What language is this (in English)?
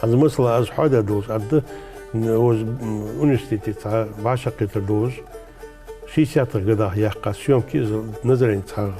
Ingush